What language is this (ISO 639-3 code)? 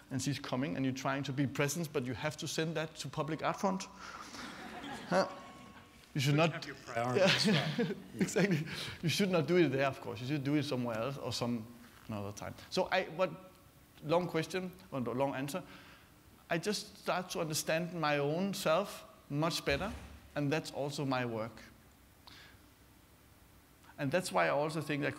eng